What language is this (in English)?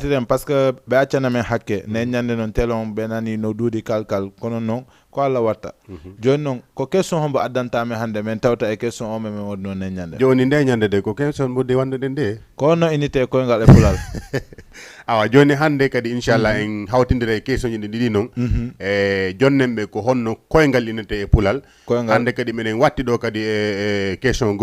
Fula